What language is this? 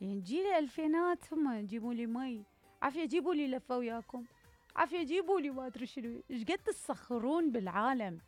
Mesopotamian Arabic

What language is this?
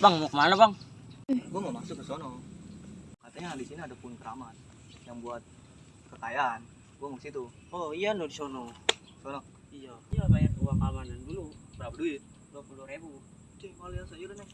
Betawi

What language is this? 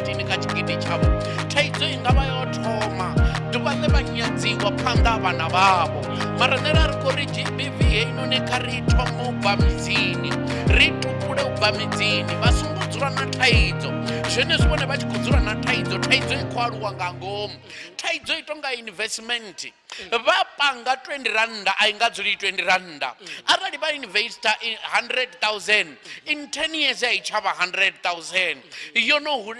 Venda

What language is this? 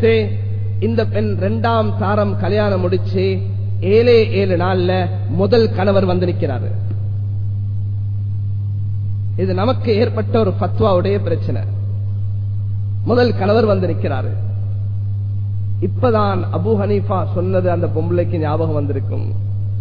Tamil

